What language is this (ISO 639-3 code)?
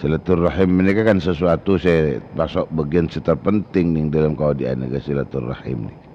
mad